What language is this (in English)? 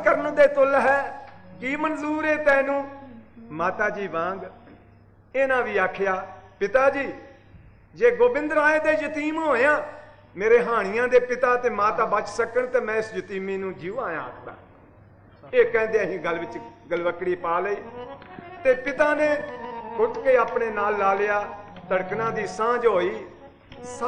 Punjabi